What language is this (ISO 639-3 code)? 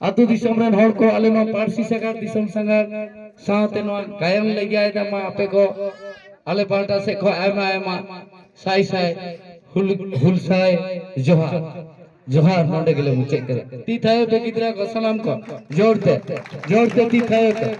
sat